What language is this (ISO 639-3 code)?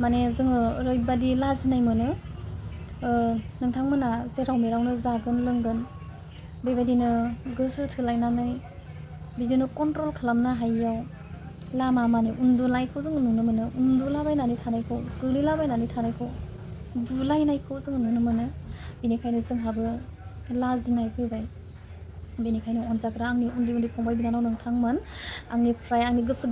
brx